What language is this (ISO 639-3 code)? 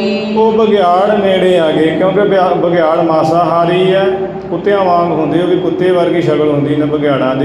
pan